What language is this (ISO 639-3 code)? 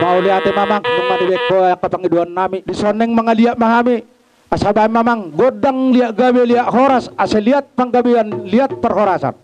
bbc